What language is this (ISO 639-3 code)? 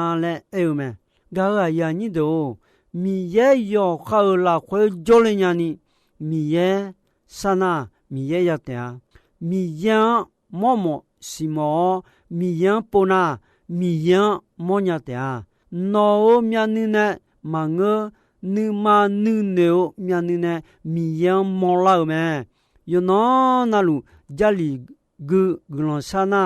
ahk